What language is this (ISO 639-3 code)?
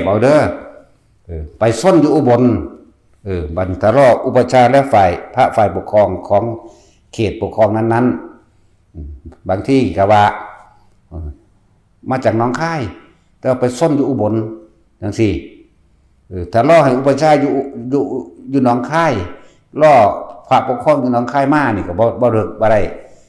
tts